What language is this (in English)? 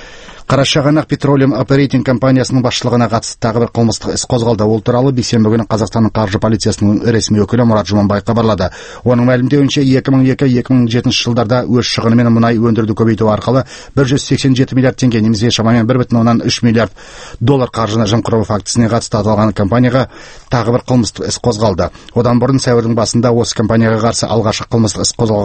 Kazakh